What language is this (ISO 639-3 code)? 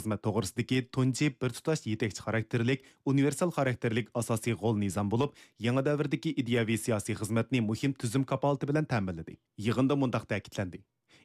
uig